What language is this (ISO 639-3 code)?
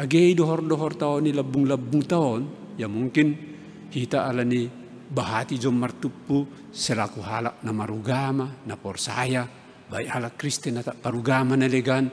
bts